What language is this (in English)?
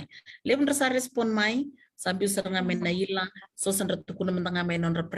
Fijian